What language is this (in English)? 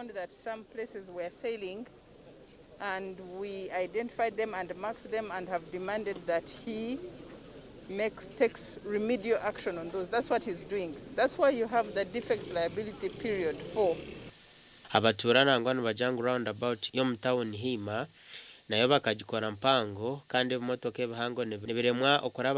Nyankole